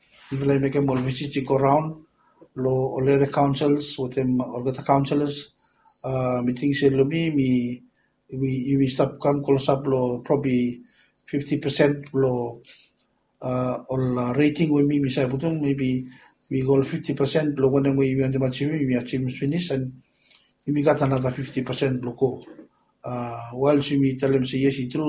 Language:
Bislama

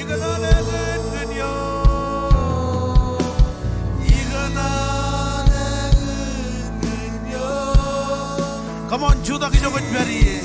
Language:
Marshallese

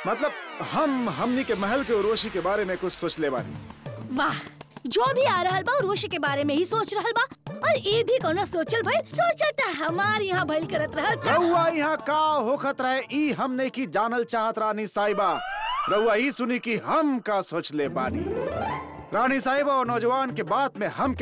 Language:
Bhojpuri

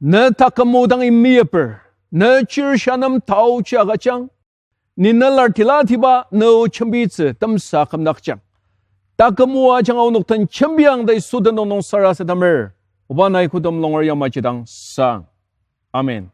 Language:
Ao Naga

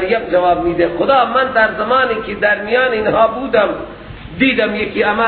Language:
Persian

